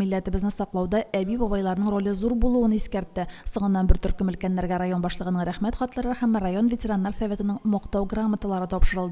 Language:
Tatar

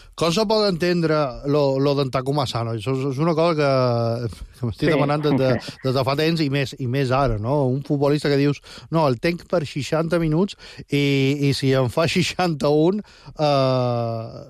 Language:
Catalan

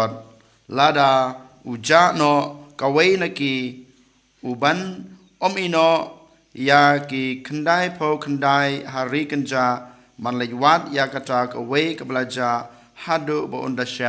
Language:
Khasi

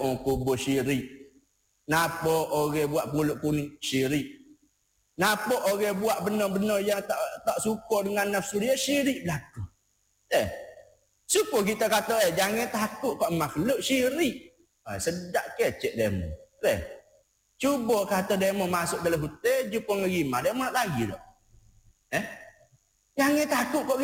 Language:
Malay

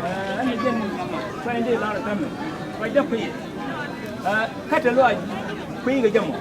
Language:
Nuer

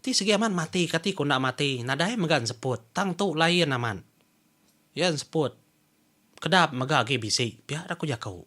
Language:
Iban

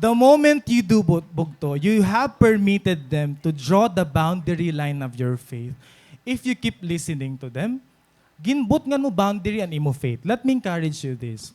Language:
Waray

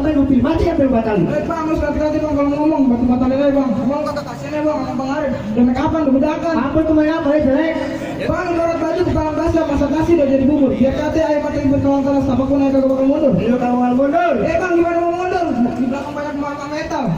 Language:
Betawi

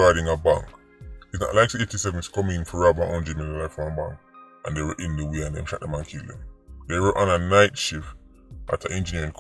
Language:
Jamaican Creole English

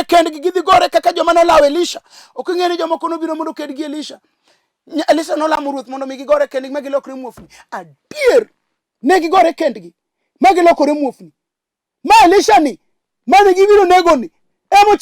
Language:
Luo (Kenya and Tanzania)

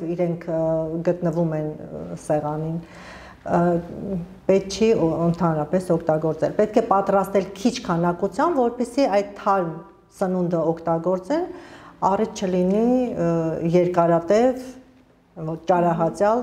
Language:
Armenian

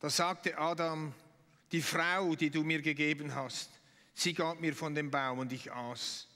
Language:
Swiss German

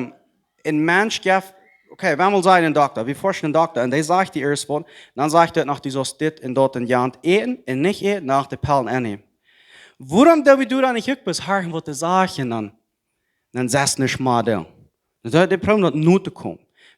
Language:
Plautdietsch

